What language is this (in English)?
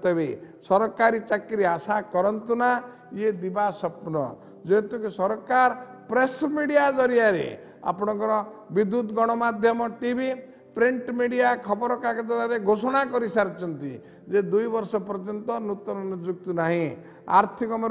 Odia